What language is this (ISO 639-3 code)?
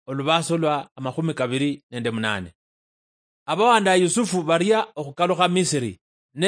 luy